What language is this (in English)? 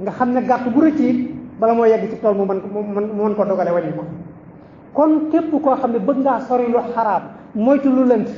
Wolof